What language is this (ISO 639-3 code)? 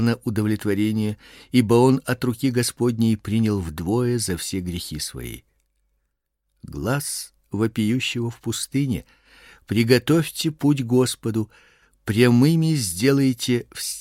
rus